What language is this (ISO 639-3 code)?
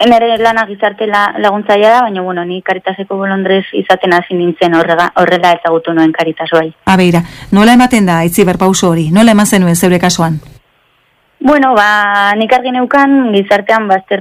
eus